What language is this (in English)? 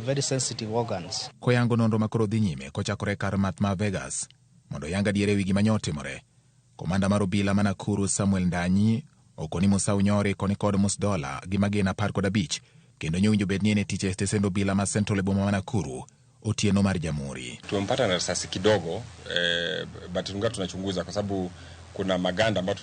Luo (Kenya and Tanzania)